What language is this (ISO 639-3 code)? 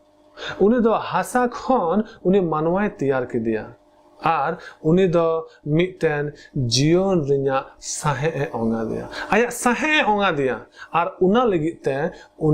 sat